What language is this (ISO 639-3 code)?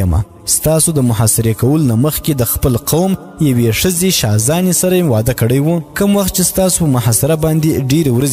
pus